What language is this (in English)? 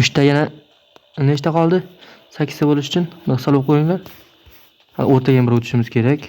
Uzbek